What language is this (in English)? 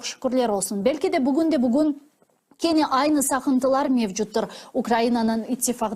Crimean Tatar